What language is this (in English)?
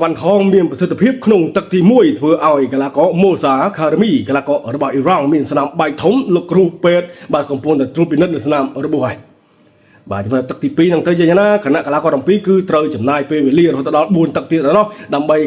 Khmer